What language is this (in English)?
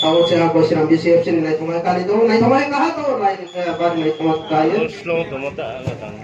Riang (India)